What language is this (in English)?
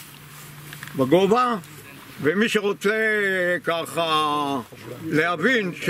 Hebrew